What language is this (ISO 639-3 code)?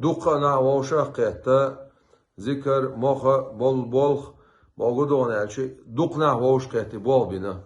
che